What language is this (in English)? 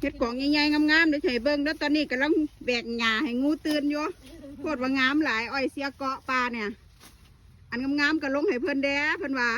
Lao